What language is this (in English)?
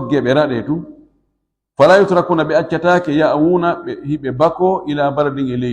Fula